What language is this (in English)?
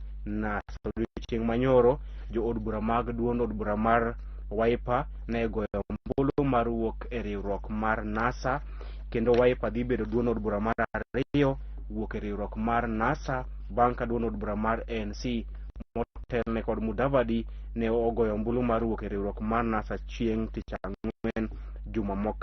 Luo (Kenya and Tanzania)